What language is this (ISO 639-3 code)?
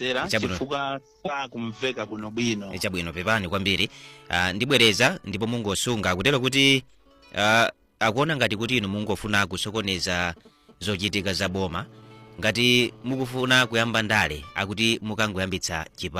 nya